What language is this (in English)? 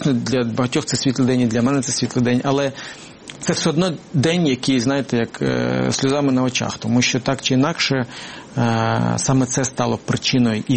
Ukrainian